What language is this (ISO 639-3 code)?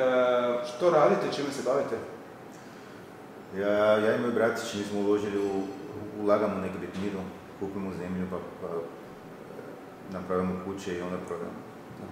hrv